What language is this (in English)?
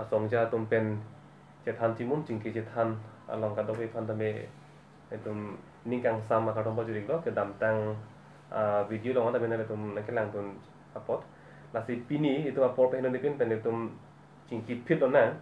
Karbi